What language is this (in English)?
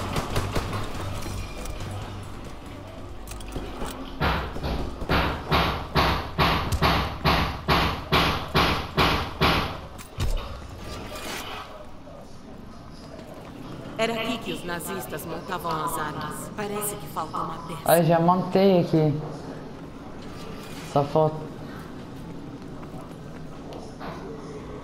Portuguese